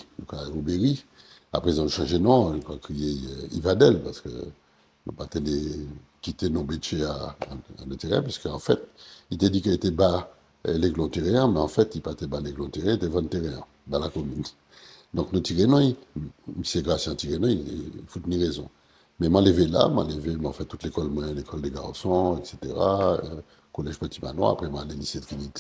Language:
Guadeloupean Creole French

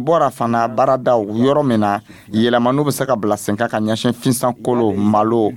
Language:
Dyula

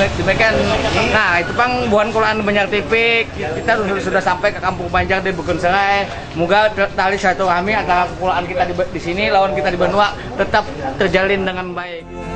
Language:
Banjar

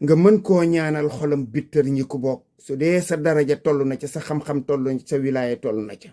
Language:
Wolof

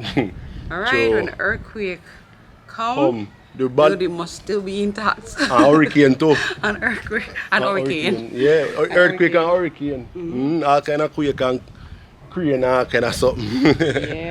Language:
Jamaican Creole English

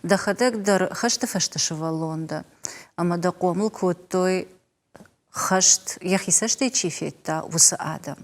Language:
Ossetic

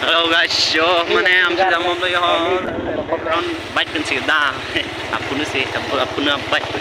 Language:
Karbi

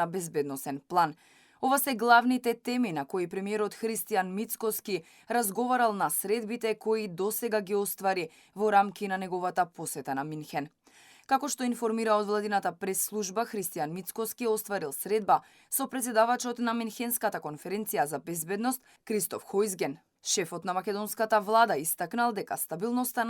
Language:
Macedonian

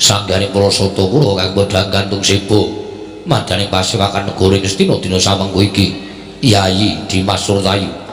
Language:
Javanese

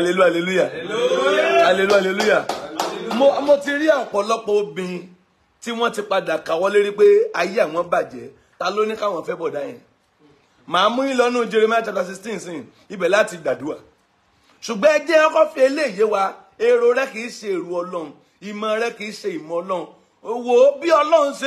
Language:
Yoruba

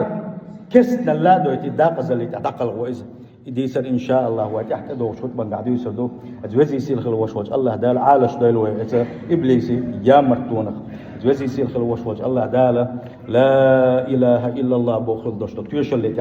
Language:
Chechen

